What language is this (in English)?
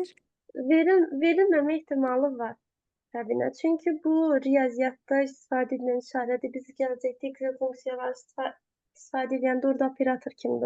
Azerbaijani